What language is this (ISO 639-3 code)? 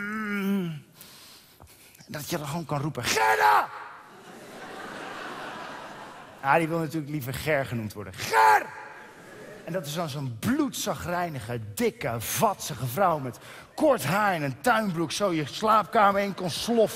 nld